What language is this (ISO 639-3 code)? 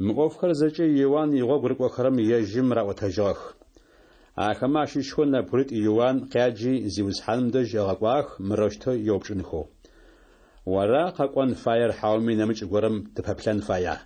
ady